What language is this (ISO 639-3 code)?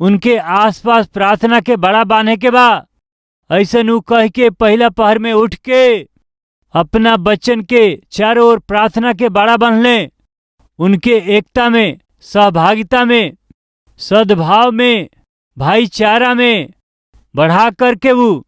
bho